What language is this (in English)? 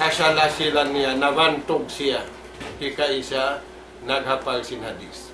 Tausug